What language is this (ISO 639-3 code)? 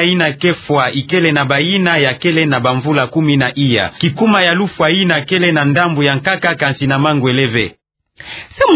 ktu